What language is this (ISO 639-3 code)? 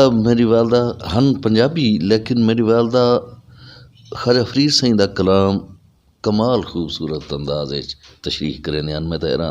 skr